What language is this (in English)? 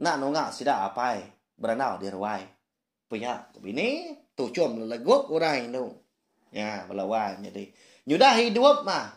Iban